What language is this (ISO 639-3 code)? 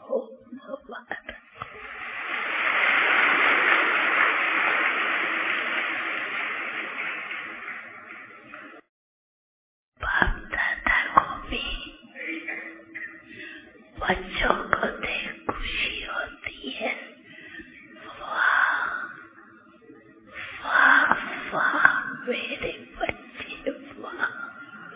hin